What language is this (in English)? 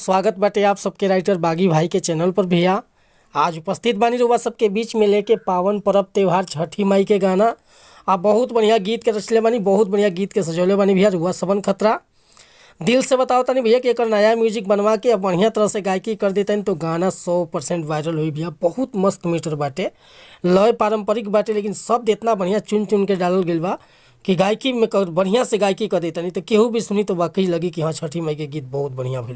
Bhojpuri